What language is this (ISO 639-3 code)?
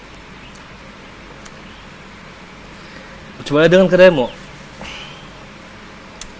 msa